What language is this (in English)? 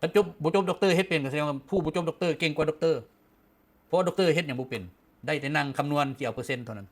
Lao